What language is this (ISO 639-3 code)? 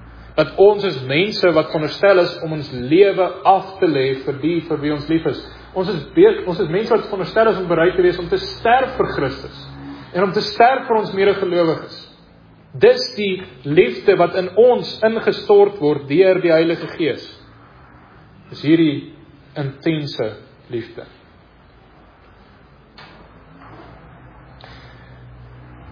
afr